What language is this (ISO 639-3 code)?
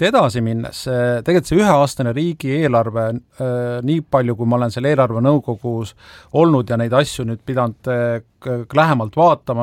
est